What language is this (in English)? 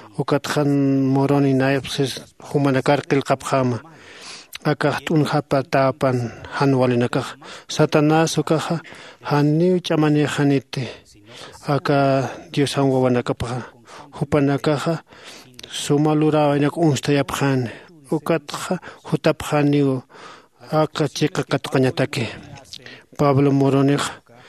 Aymara